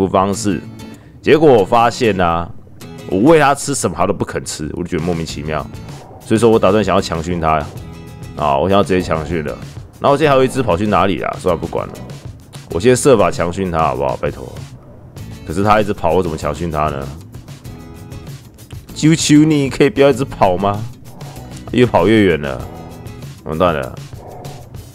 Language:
Chinese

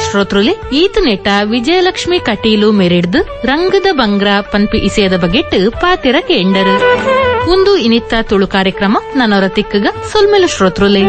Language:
Tulu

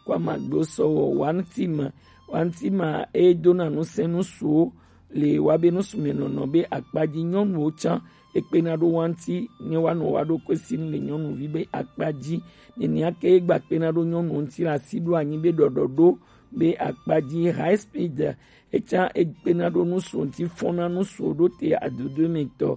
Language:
Gen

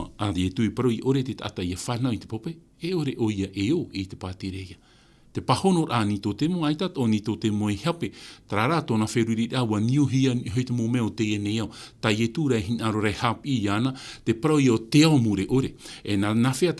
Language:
Tahitian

